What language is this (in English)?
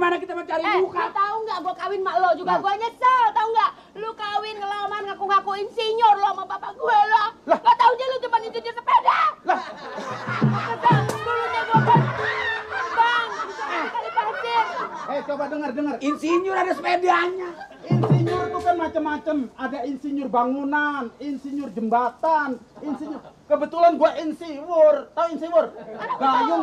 Betawi